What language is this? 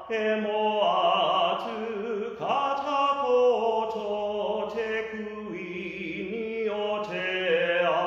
Māori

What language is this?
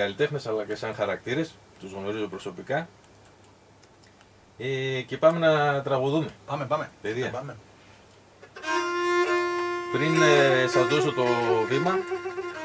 Greek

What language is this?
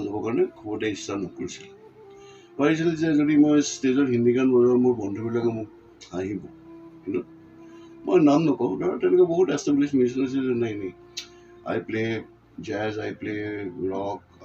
Assamese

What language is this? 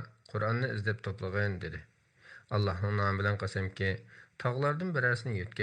Uyghur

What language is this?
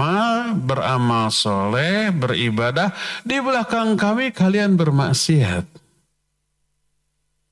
Indonesian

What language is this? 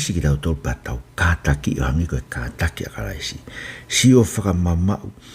Tongan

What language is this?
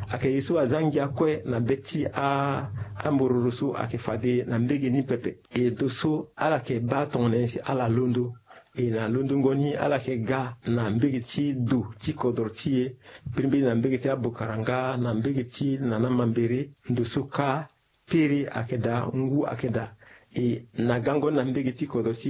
Sango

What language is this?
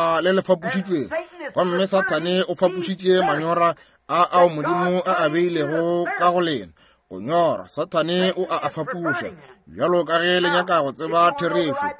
Northern Sotho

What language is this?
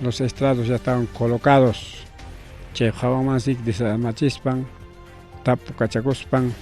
Ayacucho Quechua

